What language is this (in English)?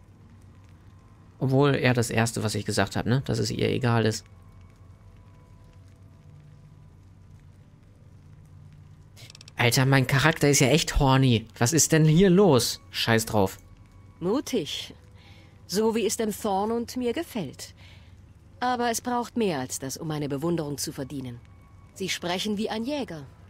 German